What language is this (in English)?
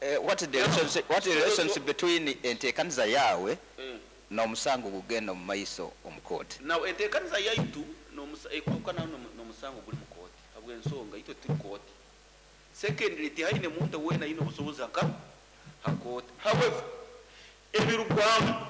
Nyoro